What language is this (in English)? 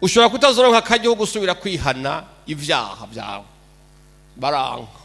Rundi